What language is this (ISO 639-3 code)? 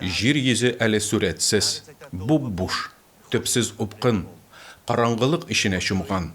tat